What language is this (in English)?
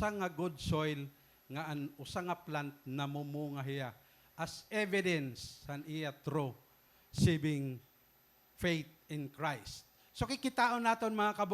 Waray